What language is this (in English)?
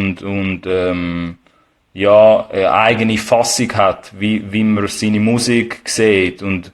Swiss German